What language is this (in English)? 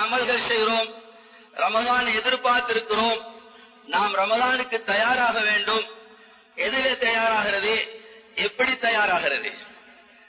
Tamil